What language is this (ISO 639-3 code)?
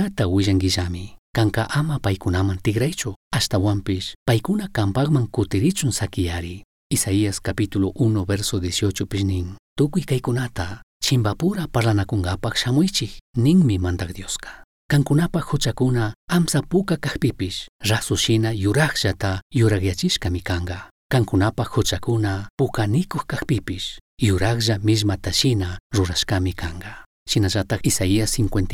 qug